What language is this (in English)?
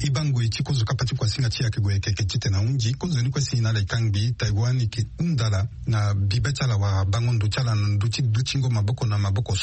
Sango